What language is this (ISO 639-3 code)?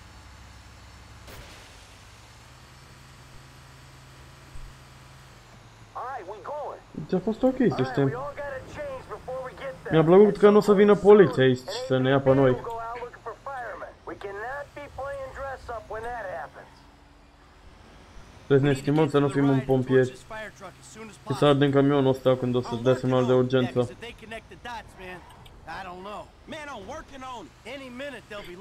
ron